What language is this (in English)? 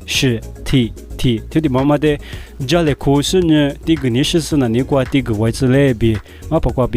Lisu